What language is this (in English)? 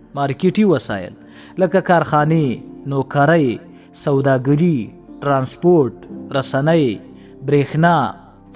Pashto